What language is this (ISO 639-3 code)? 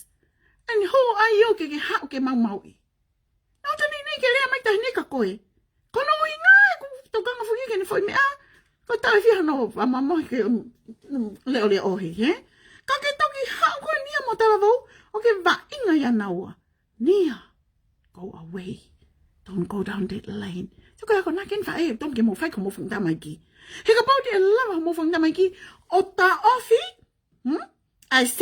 ton